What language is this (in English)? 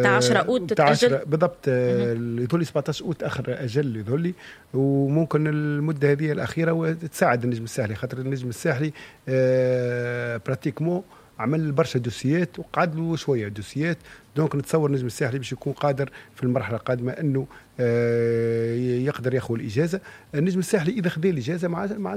Tunisian Arabic